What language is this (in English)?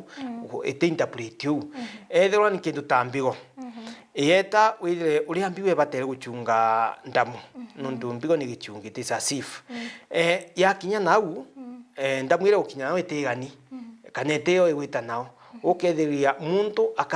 Meru